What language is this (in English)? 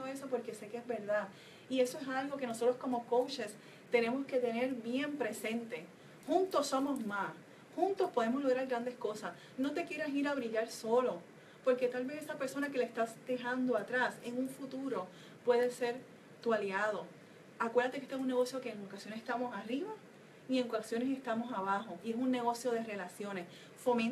Spanish